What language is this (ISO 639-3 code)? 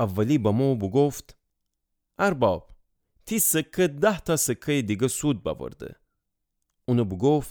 glk